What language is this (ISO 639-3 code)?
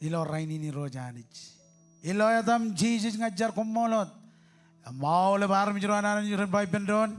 mah